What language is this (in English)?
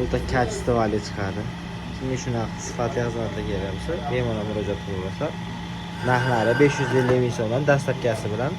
Uzbek